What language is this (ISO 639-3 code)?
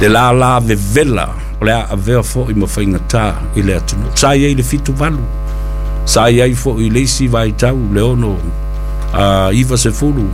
smo